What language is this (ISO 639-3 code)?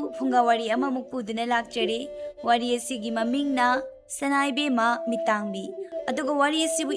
mni